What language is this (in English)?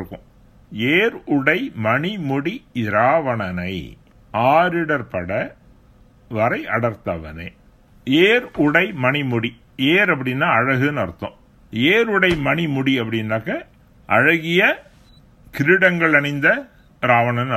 Tamil